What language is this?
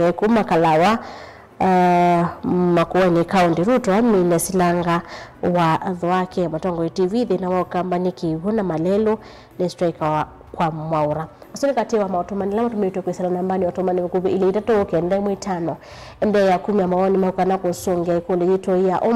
Kamba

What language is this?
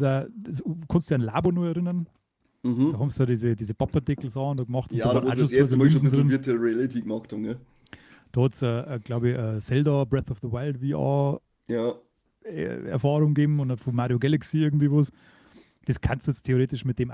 Bavarian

